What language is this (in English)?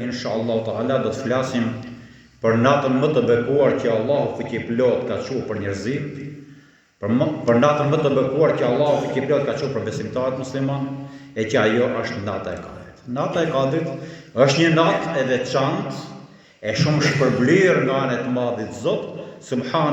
Albanian